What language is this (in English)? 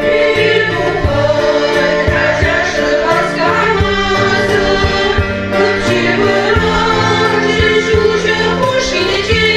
Chuvash